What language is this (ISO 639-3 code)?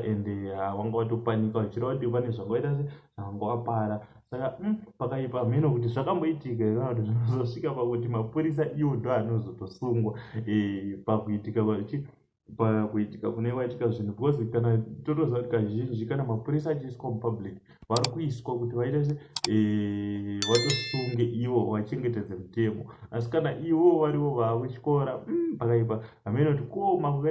sna